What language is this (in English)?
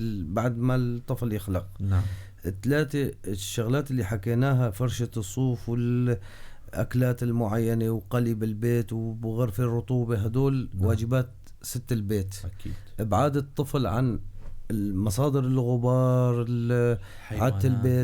North Levantine Arabic